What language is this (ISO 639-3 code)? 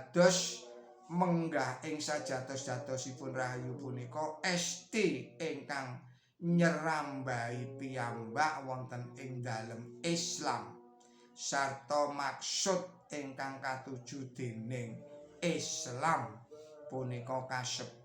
jav